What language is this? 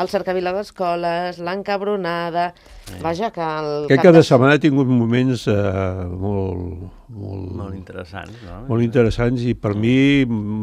Catalan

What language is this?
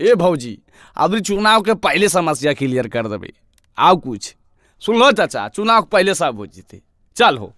Magahi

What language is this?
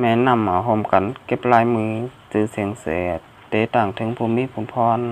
Shan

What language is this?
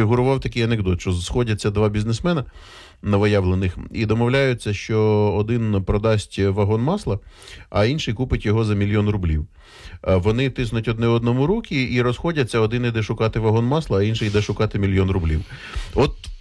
Ukrainian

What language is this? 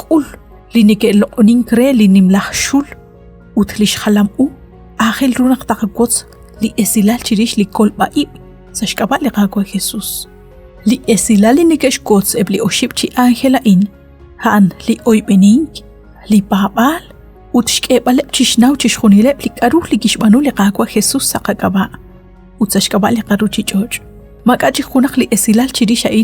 Kekchí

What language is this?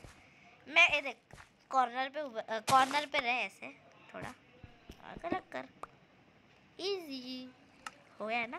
Hindi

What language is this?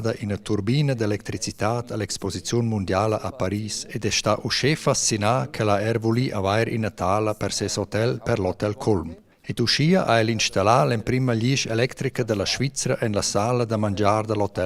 Romansh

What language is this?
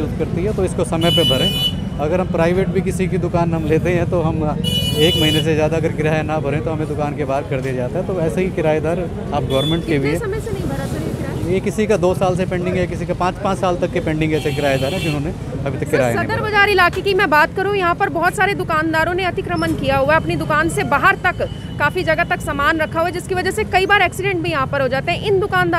Hindi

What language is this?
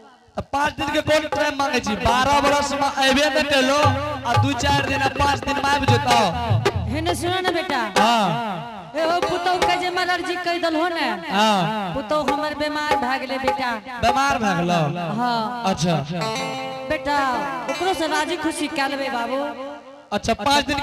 Angika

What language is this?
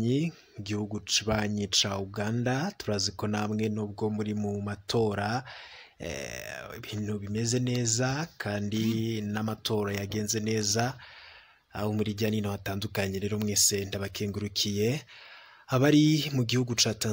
Rundi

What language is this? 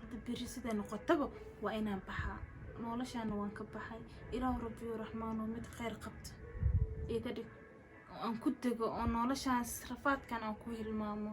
Somali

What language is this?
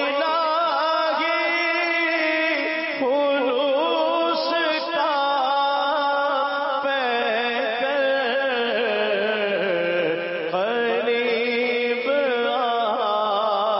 Urdu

